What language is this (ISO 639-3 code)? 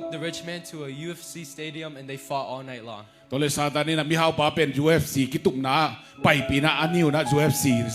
ctd